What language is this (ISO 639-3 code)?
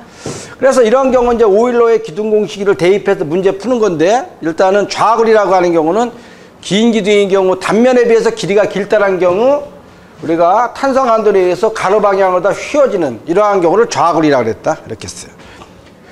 kor